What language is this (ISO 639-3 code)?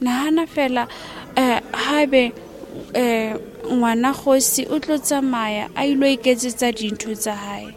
sot